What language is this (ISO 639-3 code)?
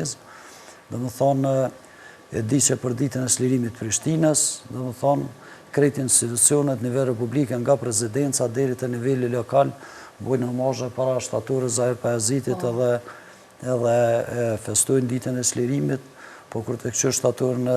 sqi